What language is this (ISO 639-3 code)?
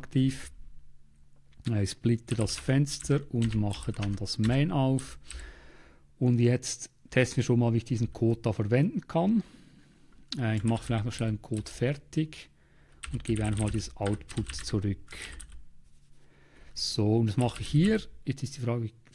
deu